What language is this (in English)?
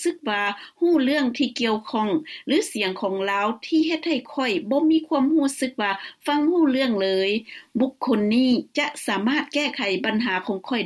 Lao